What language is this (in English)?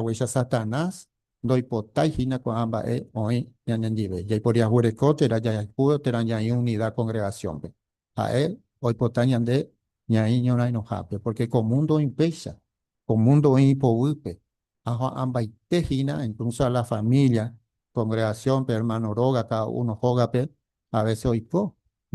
Guarani